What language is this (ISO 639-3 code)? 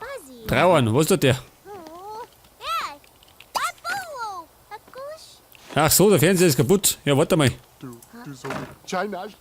bar